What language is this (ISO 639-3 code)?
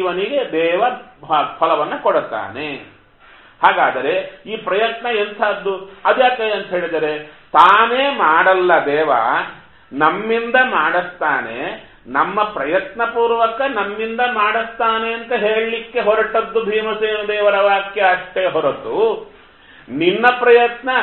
kan